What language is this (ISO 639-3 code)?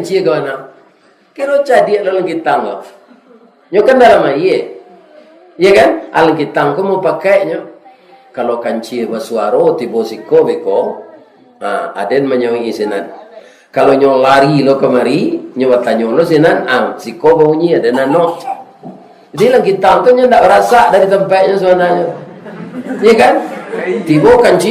min